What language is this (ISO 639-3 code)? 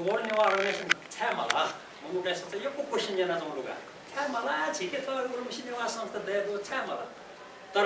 new